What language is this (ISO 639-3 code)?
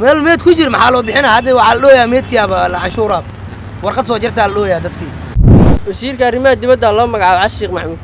som